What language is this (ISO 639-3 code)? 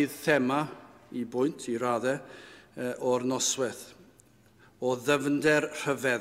cym